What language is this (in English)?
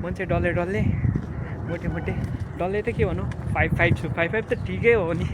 Nepali